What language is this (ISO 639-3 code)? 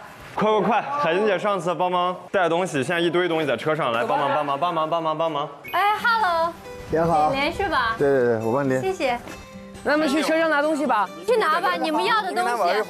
zho